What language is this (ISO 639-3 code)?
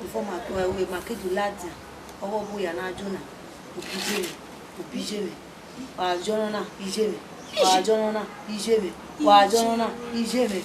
bin